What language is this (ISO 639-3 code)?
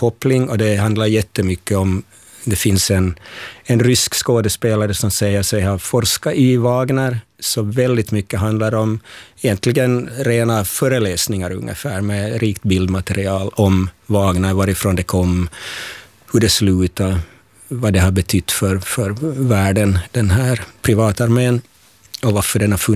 swe